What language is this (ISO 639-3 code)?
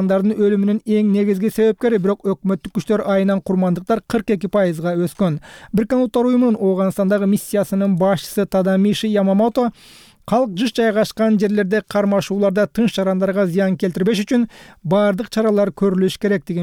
kir